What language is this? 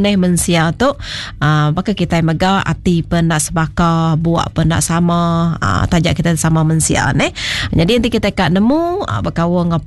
Iban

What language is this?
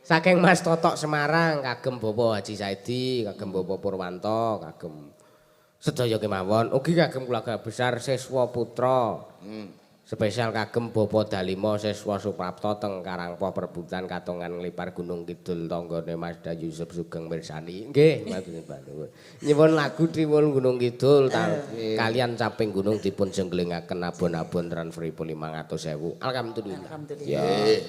Javanese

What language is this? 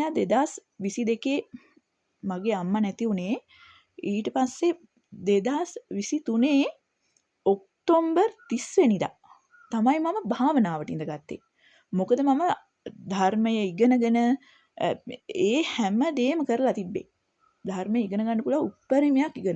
Sinhala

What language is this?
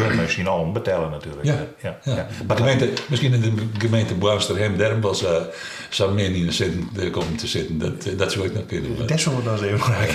Western Frisian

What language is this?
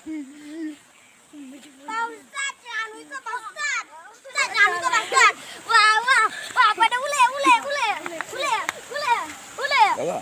Sasak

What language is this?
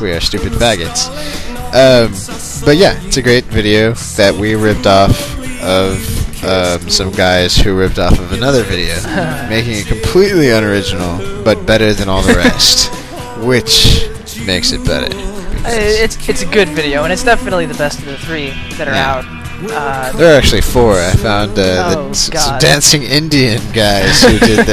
English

